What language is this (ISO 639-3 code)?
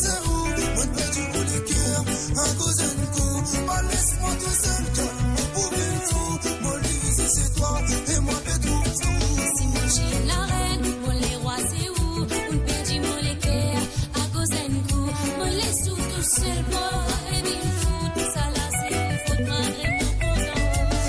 mfe